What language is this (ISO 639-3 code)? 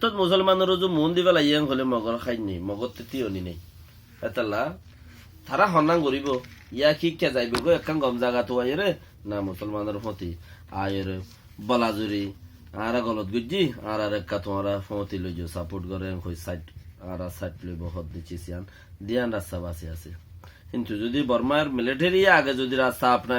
rhg